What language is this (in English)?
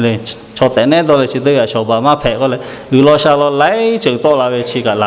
Lahu